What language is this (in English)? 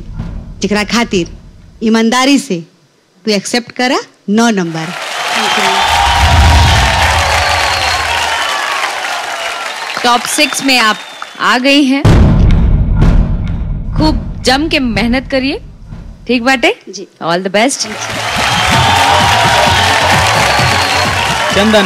Bhojpuri